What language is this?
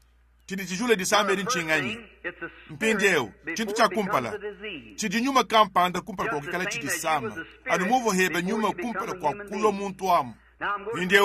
Luba-Lulua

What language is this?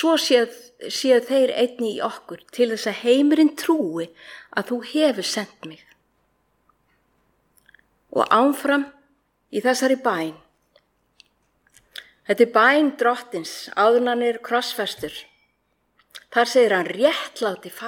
Icelandic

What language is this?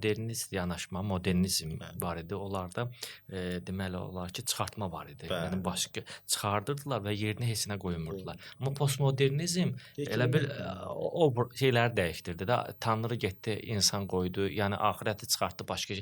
Azerbaijani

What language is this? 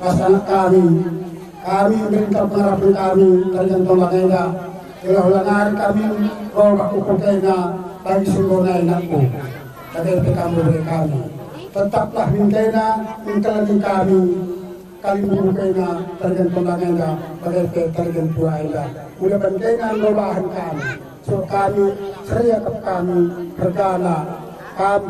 Batak Karo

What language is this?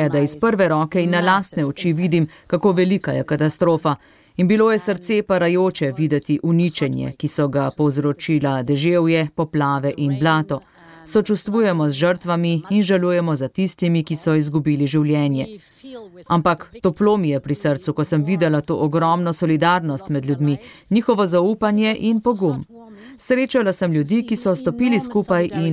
Slovenian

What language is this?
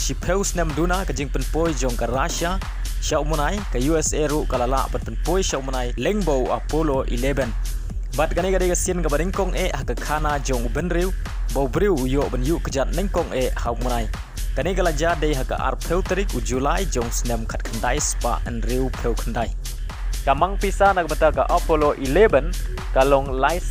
Khasi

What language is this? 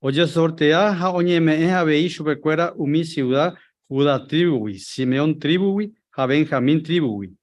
Guarani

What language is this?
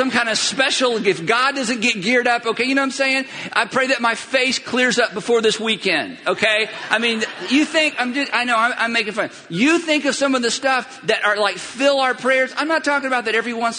English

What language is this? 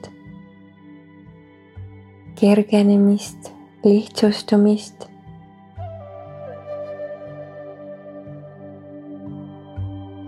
Estonian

